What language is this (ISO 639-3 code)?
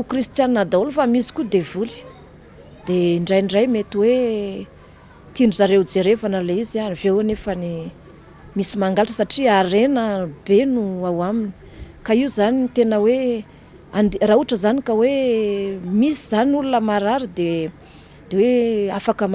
mlg